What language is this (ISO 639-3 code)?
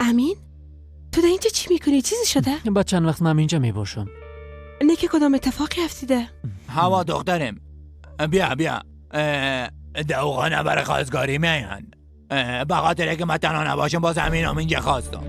fas